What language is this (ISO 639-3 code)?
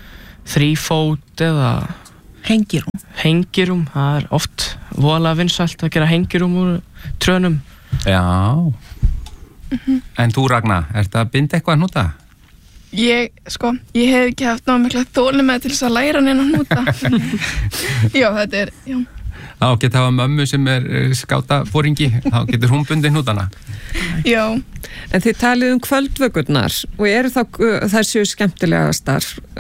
isl